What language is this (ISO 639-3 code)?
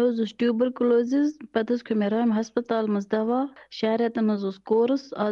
gju